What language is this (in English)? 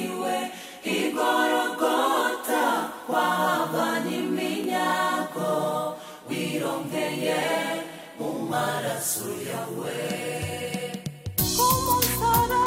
Kinyarwanda